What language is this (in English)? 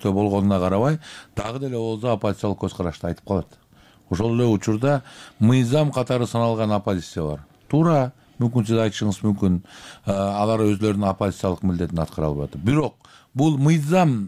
Kyrgyz